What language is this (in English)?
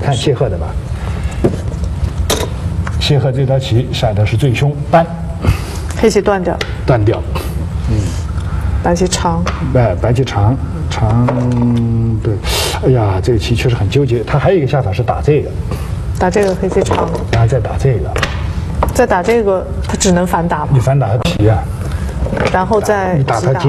Chinese